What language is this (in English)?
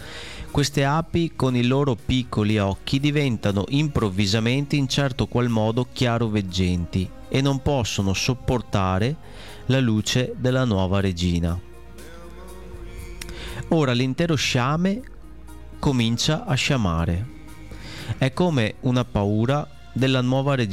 Italian